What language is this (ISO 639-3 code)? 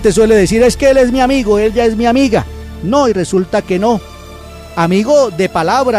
spa